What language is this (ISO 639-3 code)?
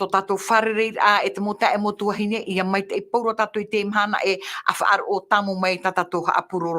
tah